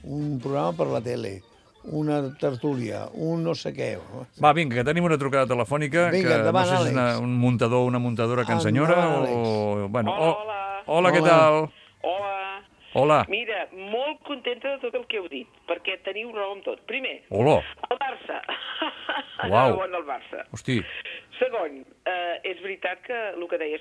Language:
Catalan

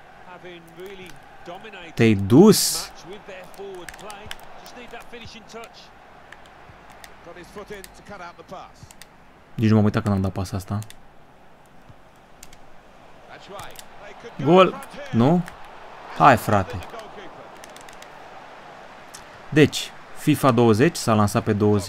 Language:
Romanian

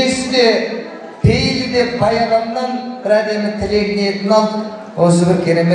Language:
Kazakh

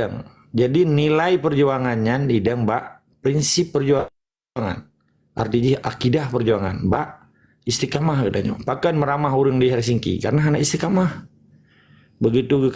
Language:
Achinese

